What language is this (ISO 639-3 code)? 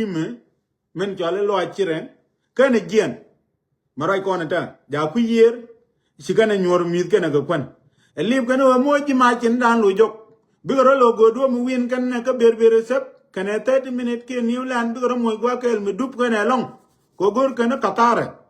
nus